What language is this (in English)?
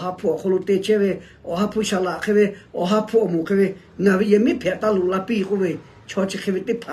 Lahu